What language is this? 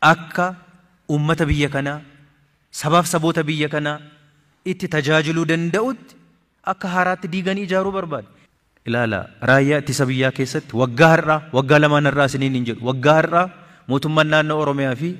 Oromo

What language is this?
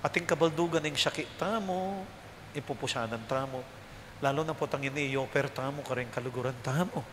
Pampanga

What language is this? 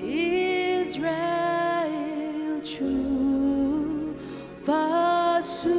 Ao Naga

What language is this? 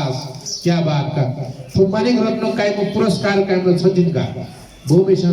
Newari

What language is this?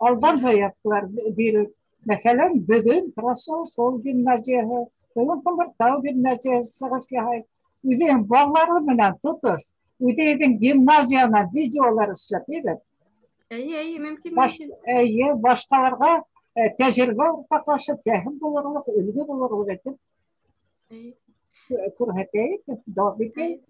Bashkir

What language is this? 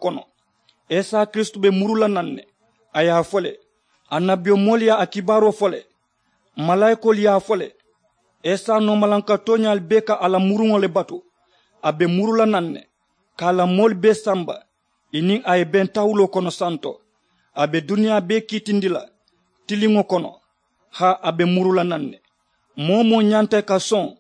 Mandingo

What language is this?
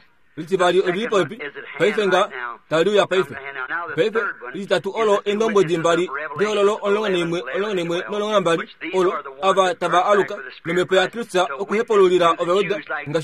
Kuanyama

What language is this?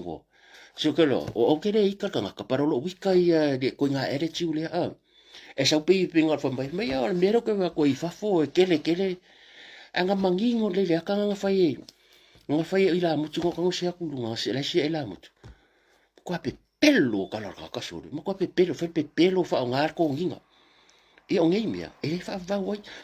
Samoan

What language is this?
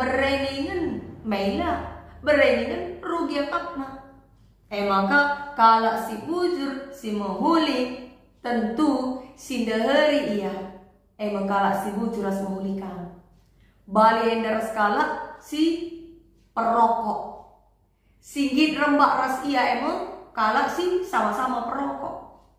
Batak Karo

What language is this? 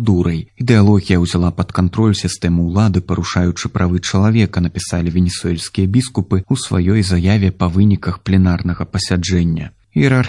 Belarusian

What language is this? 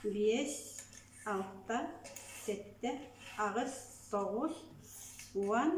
Yakut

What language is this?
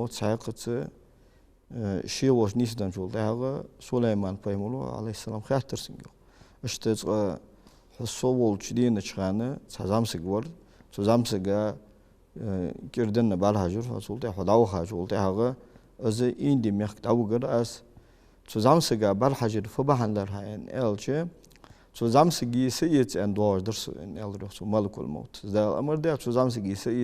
Ingush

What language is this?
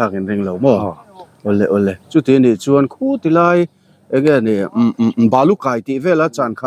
Mizo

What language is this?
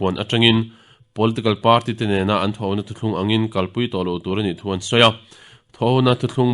Mizo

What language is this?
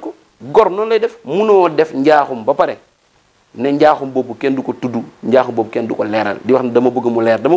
Wolof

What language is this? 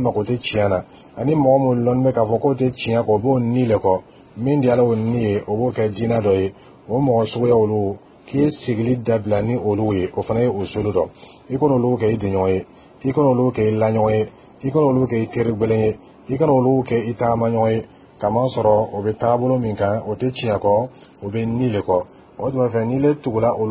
Dyula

